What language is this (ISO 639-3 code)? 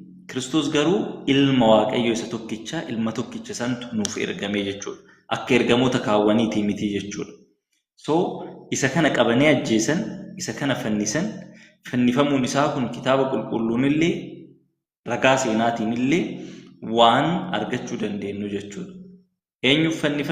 orm